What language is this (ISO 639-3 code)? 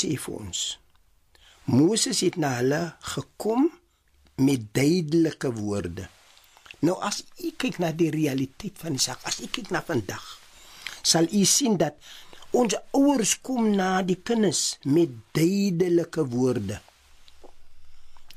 afr